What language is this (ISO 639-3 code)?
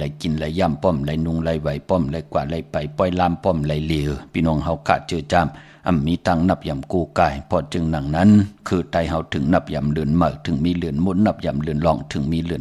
shn